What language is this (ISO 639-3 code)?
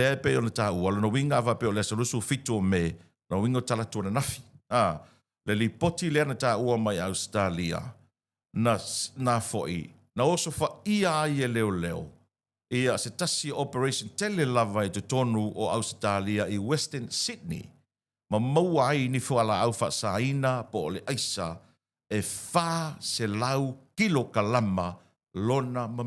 smo